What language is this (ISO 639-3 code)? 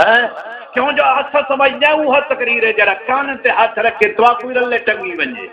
skr